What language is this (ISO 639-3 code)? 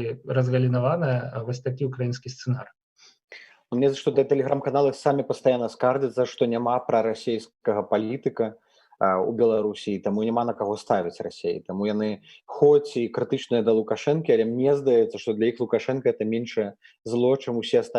bel